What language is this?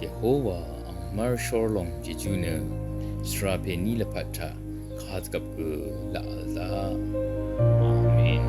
Rawang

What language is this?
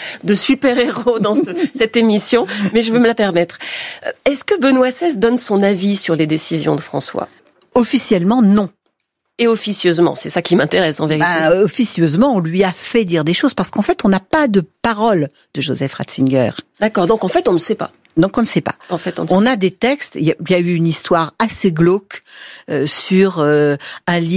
French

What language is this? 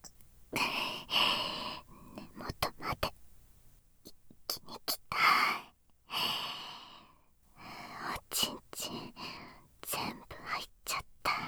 Japanese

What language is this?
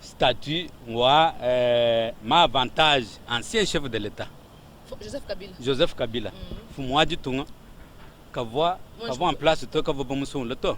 Luba-Lulua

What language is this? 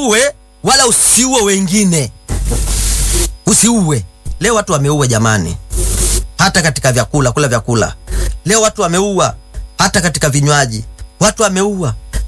Swahili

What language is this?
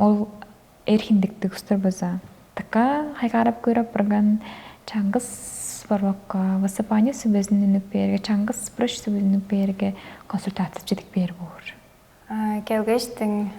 Tuvinian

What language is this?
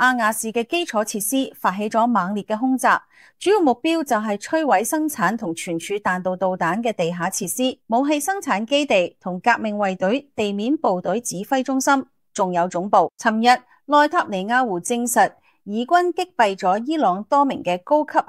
Cantonese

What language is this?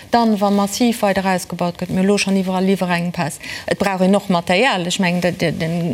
Luxembourgish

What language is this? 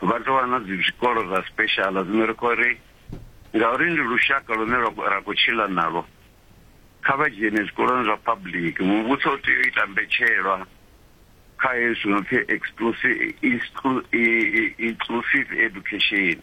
Venda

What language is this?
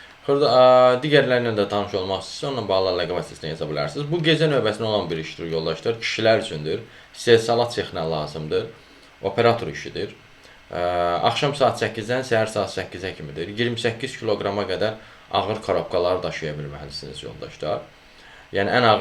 Azerbaijani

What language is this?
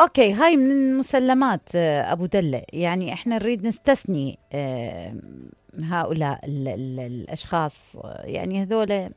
Mesopotamian Arabic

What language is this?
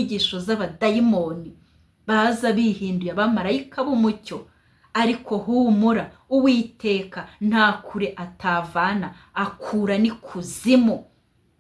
Kinyarwanda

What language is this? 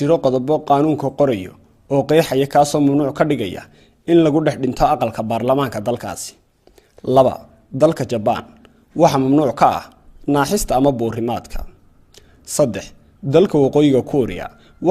Somali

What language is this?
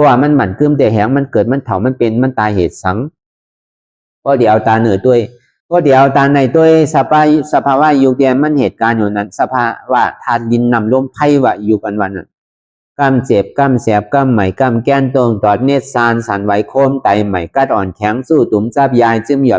Shan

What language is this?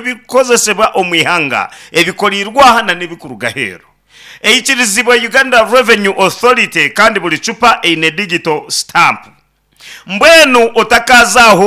Nyankole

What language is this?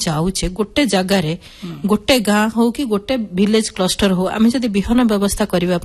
Odia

